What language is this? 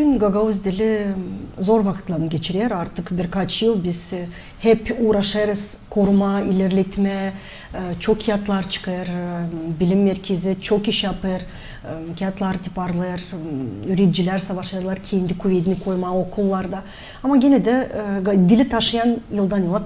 Gagauz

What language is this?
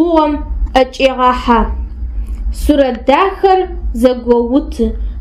Adyghe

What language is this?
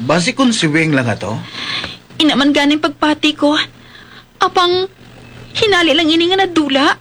Hiligaynon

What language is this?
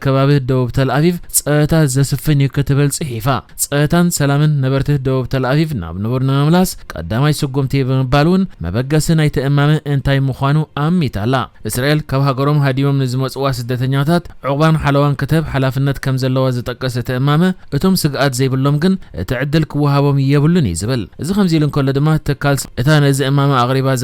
Tigrinya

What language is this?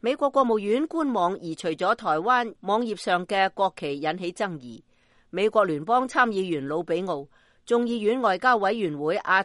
Cantonese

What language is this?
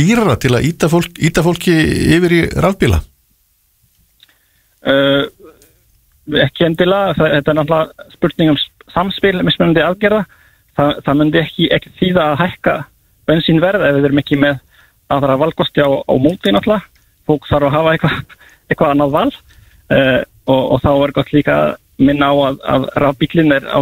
Icelandic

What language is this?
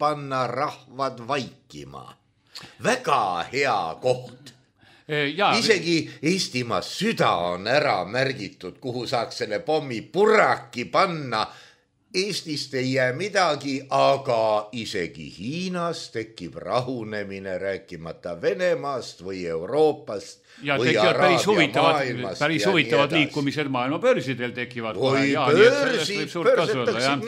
Estonian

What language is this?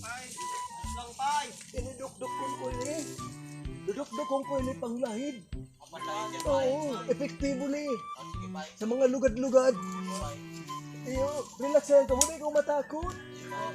Bikol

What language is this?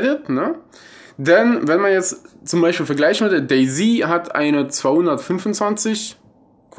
German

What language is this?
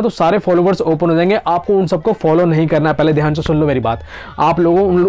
Hindi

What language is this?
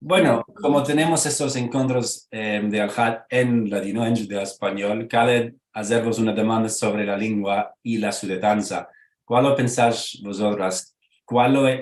Ladino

